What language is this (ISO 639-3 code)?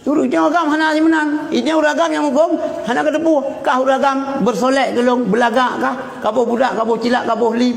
ace